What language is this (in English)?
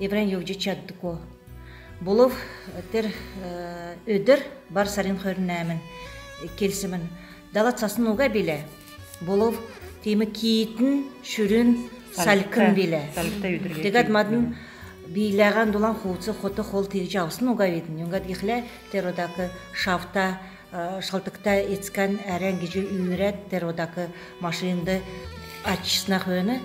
Kalmyk